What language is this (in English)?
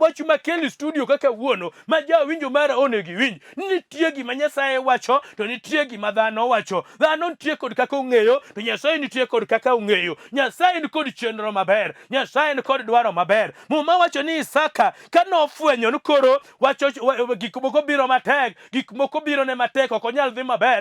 Luo (Kenya and Tanzania)